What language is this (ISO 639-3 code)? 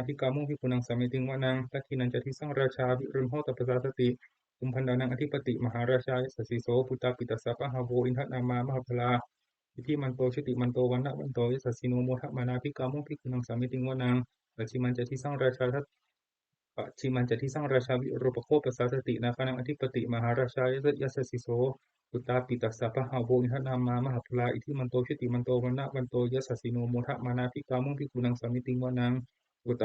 pli